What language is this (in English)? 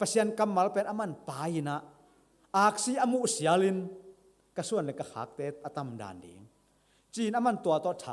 Tedim Chin